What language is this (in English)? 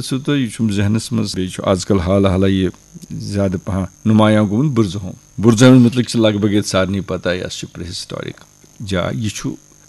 Kashmiri